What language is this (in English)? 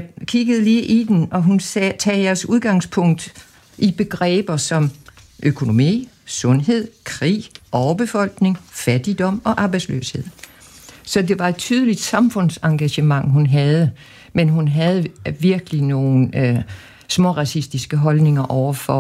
Danish